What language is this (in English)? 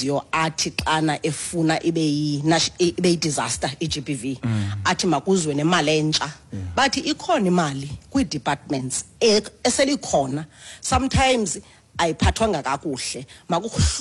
Xhosa